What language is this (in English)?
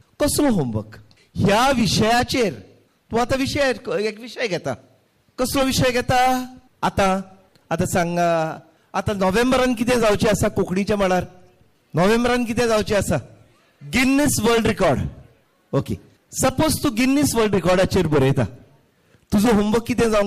Konkani